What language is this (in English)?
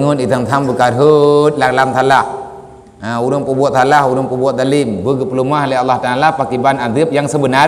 Achinese